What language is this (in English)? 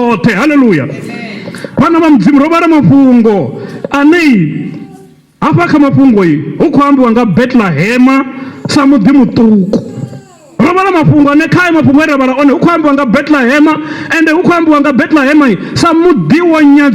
Venda